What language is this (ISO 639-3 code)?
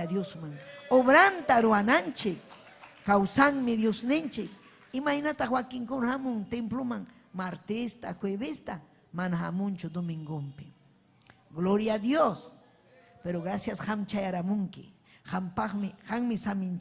quy